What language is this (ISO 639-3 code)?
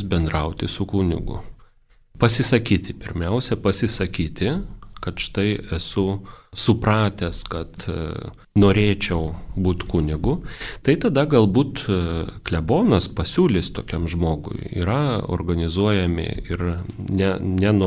lit